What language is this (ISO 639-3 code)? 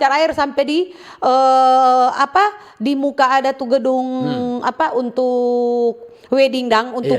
xmm